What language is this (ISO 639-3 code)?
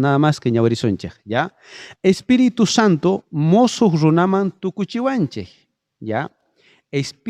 quh